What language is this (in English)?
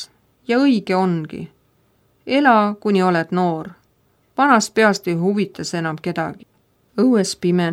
Estonian